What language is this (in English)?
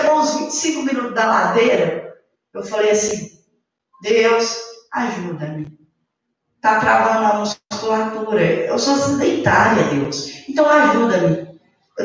Portuguese